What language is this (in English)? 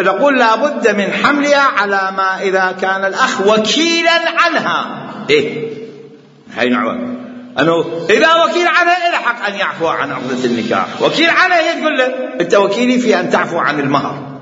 Mesopotamian Arabic